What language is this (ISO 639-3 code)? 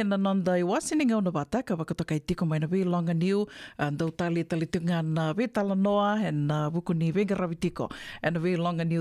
fij